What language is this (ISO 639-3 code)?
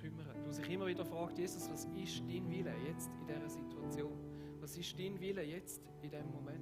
gsw